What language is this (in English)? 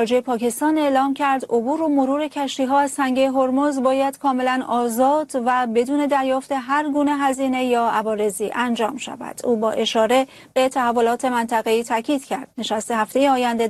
Persian